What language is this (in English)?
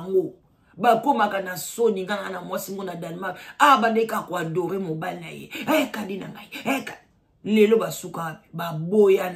Lingala